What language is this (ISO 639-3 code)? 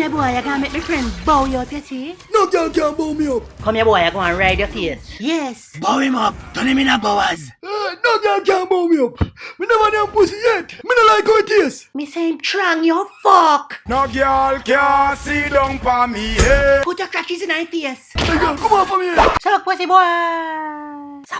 jam